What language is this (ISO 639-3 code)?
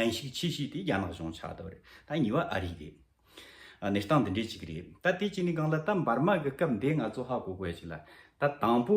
bod